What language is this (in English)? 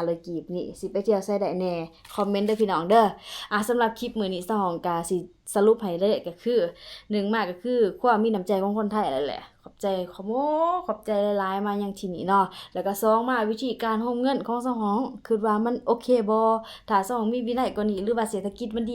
Lao